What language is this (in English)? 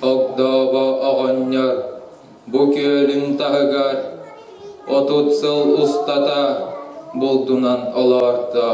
Yakut